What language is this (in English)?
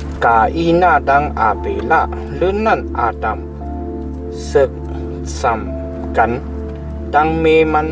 Shan